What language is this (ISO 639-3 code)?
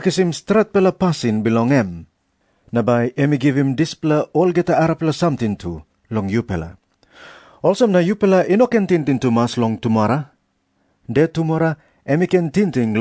tpi